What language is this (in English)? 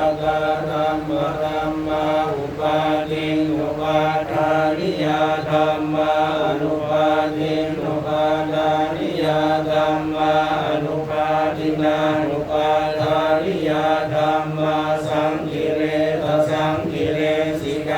Pali